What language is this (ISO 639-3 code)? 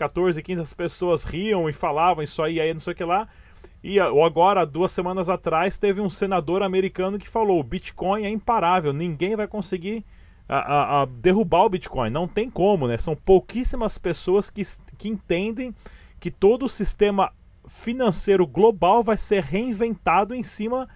por